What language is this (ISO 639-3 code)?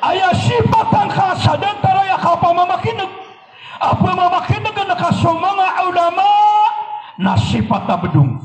mrw